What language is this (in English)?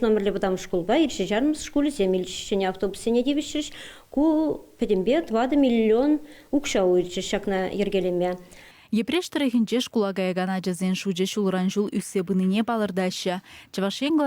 Chuvash